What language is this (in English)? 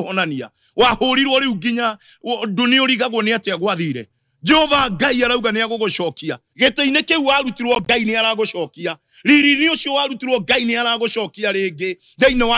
Kikuyu